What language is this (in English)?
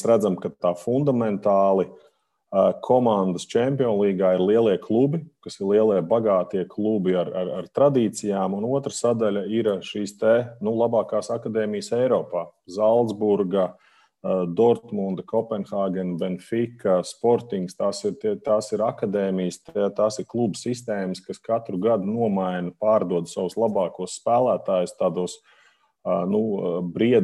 Latvian